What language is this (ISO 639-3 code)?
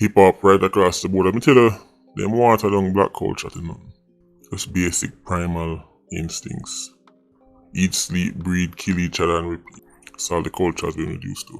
jam